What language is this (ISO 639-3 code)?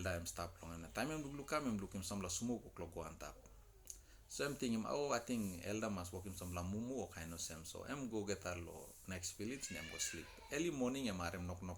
tpi